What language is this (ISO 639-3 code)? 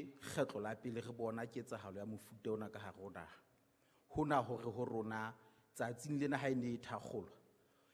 sot